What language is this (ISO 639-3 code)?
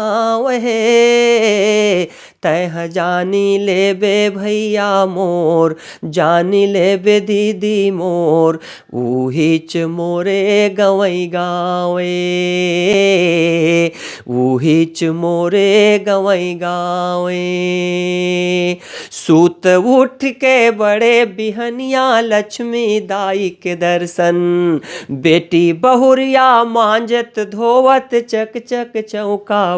hne